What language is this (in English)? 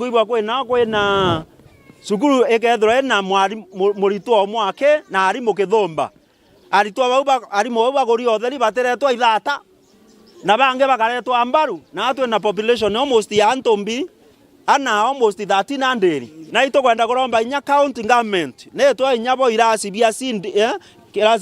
Meru